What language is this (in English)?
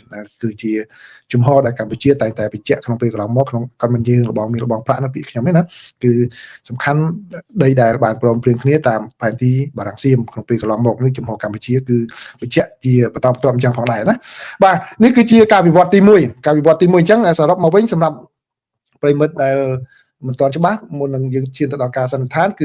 Khmer